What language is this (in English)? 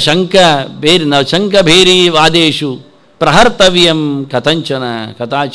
Kannada